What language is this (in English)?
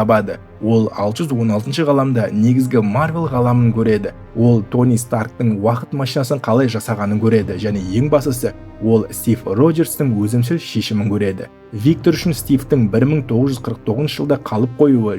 Kazakh